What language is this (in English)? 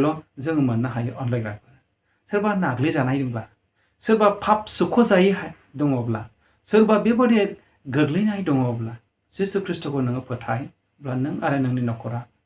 Bodo